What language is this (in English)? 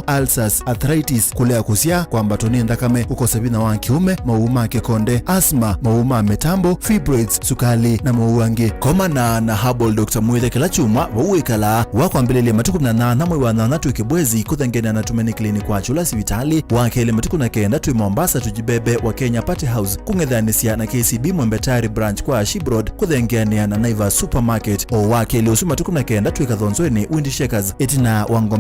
Kamba